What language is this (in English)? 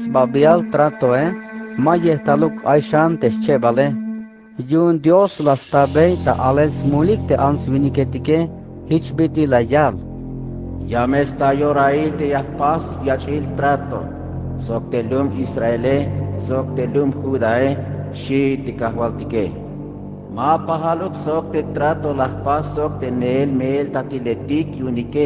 Tzeltal